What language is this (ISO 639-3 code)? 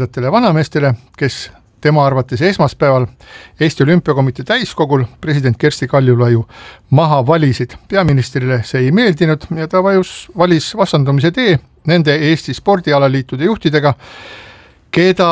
est